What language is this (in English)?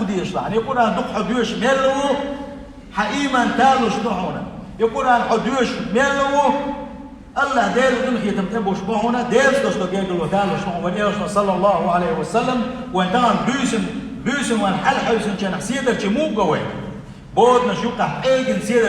Chechen